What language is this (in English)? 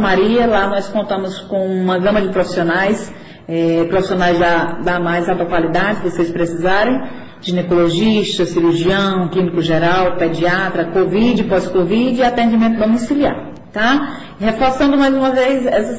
Portuguese